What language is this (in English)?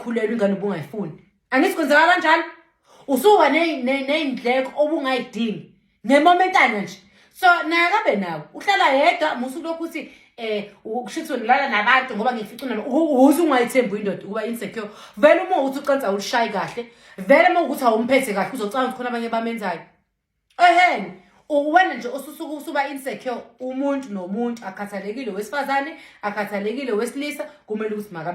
Zulu